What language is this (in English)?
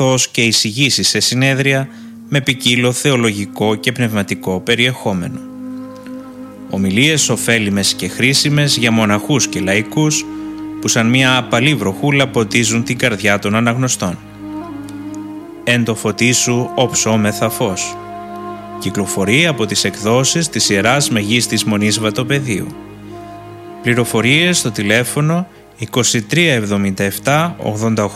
Greek